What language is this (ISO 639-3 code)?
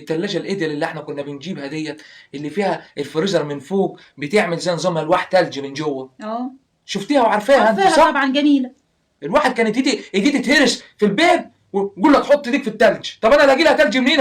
arz